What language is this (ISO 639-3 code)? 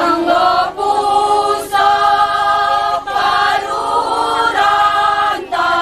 btx